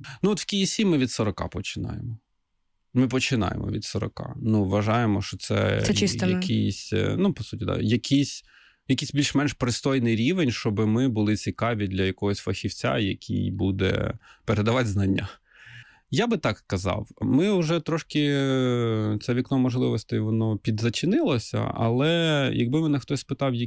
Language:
Ukrainian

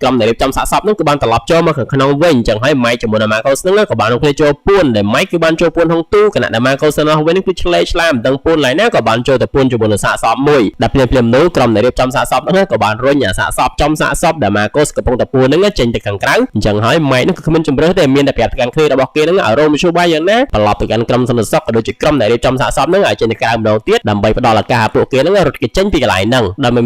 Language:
Khmer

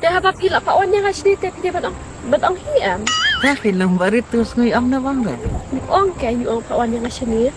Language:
Khasi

